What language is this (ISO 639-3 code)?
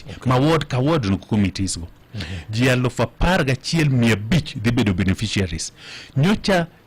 luo